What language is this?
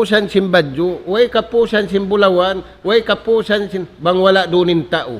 Tausug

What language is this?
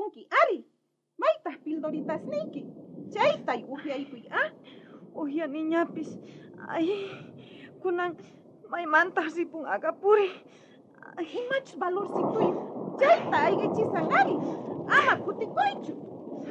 South Bolivian Quechua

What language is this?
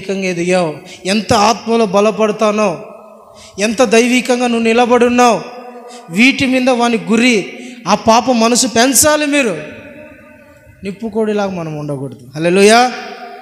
Telugu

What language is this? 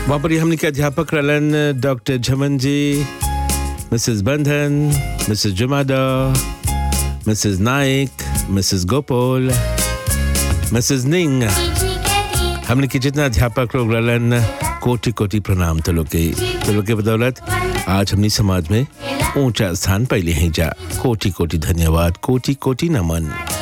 Bhojpuri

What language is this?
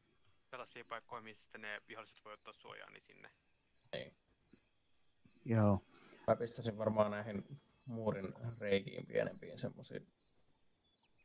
Finnish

